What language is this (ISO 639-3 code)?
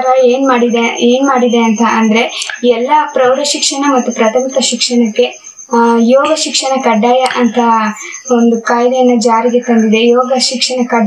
kan